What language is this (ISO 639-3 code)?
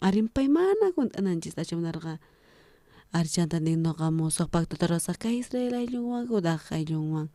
quh